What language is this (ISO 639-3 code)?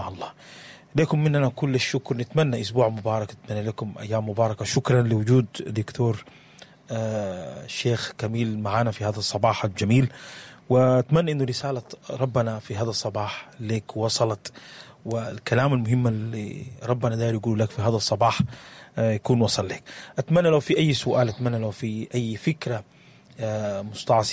apd